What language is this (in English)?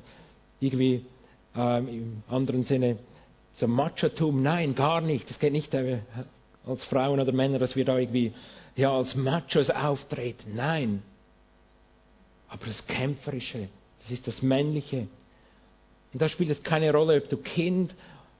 German